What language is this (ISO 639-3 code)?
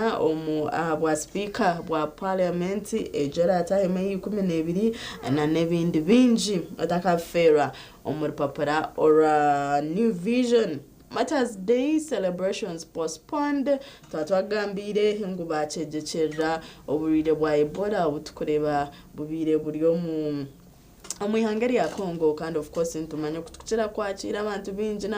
nyn